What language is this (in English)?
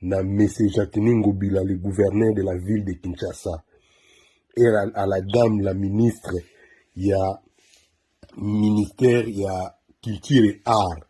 Lingala